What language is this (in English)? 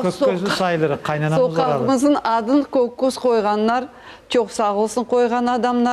Crimean Tatar